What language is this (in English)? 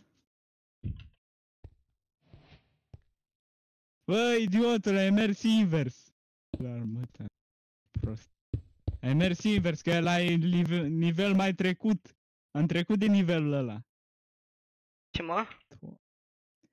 Romanian